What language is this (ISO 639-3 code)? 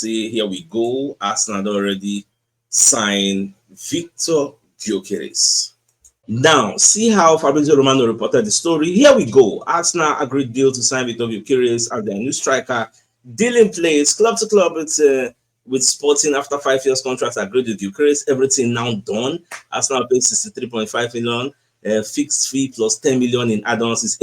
pcm